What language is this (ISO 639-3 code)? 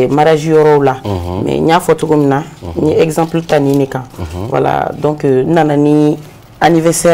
bam